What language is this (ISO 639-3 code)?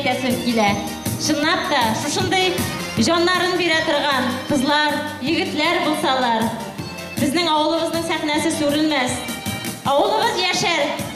bak